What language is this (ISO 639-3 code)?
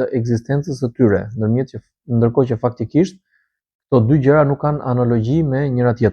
sqi